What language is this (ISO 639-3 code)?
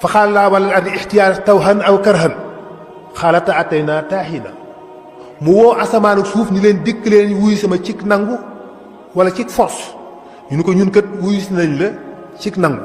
wol